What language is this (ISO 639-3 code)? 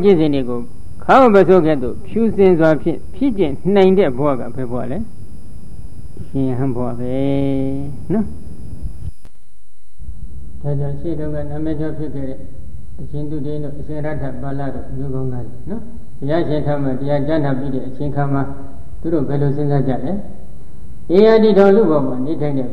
mya